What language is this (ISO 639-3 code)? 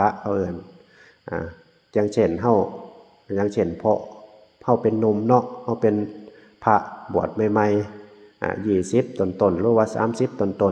tts